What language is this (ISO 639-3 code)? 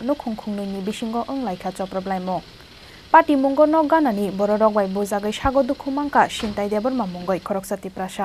trp